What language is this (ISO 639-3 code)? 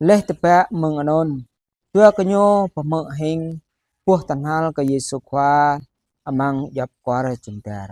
jra